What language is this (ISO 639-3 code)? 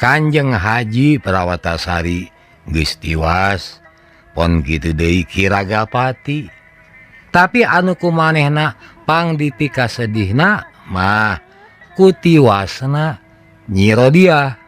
sun